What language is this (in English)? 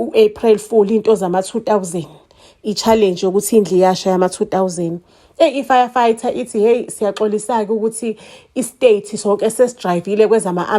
Zulu